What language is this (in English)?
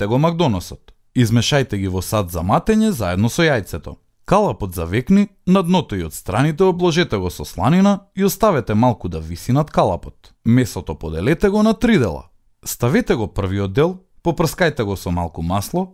Macedonian